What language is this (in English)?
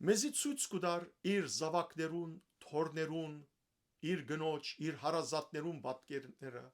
Western Armenian